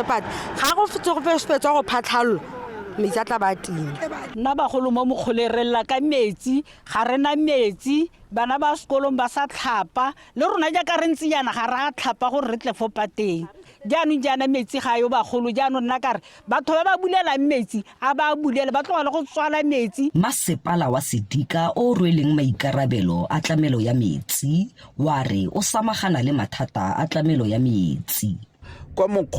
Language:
Tswana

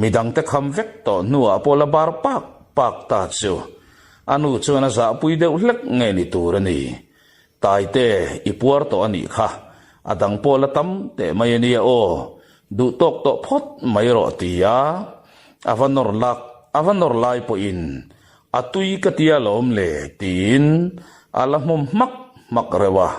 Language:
Mizo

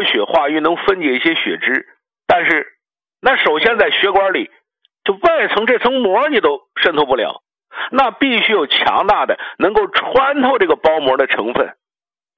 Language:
Chinese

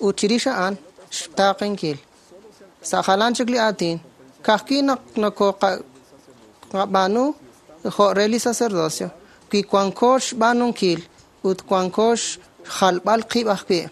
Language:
Kekchí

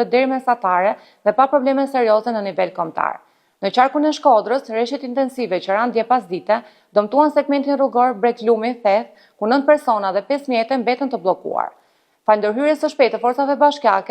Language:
Albanian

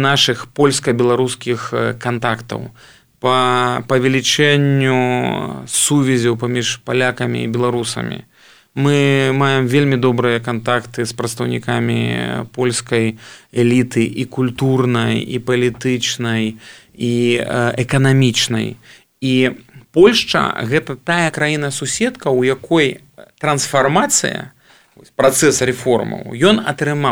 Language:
Belarusian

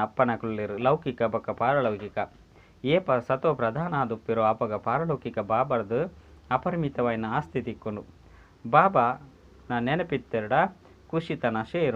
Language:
Tulu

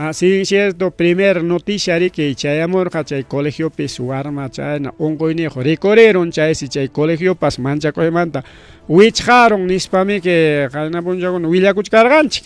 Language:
Ayacucho Quechua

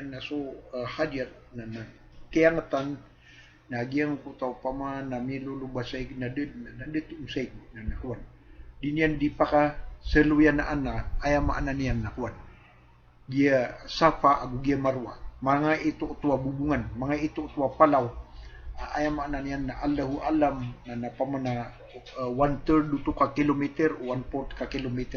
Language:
Maranao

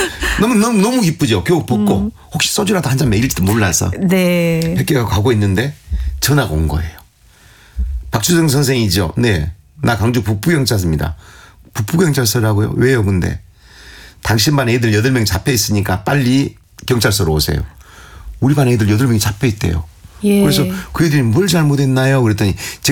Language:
Korean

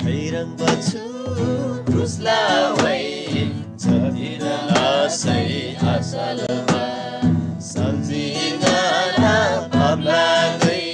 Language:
Eastern Tamang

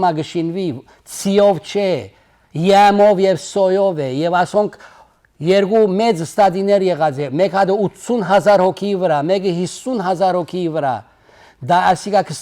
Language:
Western Armenian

